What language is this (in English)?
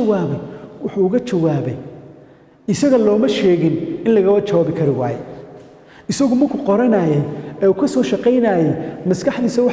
Somali